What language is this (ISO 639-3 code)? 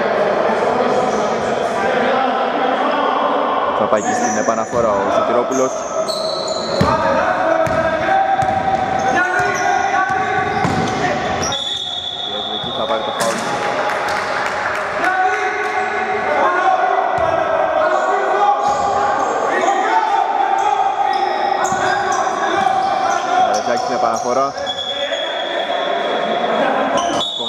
ell